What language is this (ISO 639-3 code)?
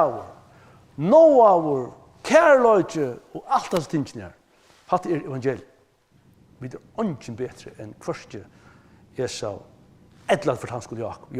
fao